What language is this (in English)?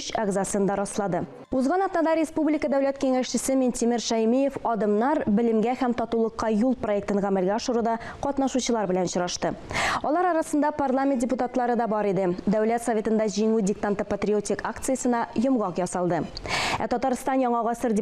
Tatar